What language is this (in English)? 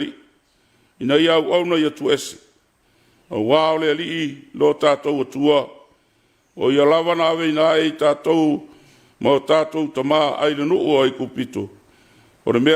Samoan